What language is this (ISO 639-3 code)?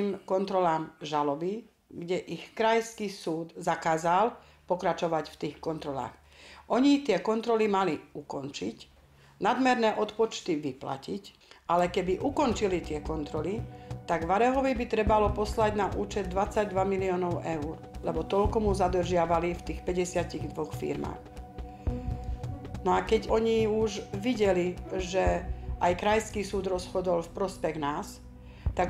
slk